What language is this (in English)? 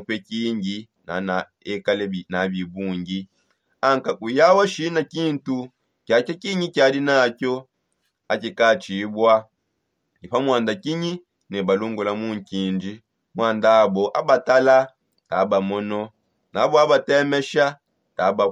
Songe